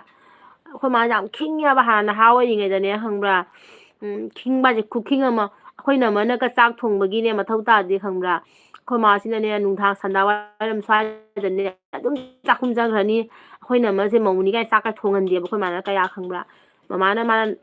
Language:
Manipuri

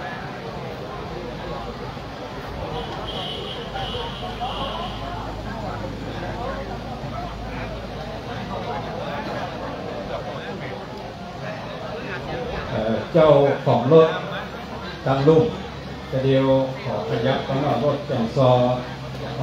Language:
Thai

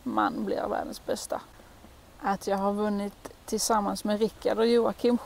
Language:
Swedish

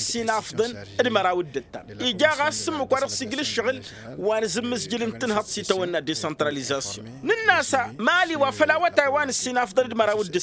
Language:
Tamasheq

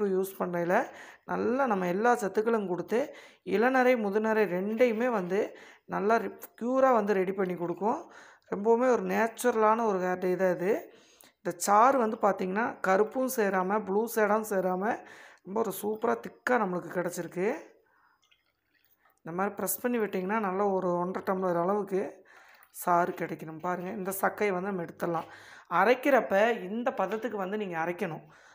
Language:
Tamil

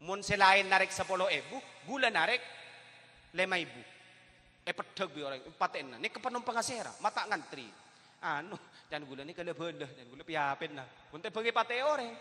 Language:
Madurese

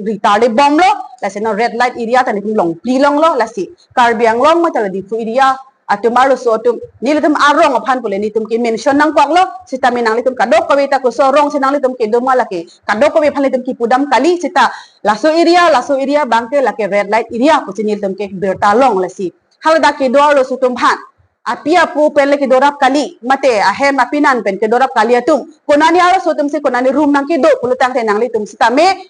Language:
Karbi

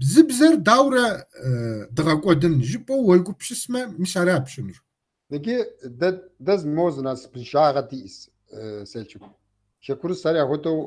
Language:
Kabardian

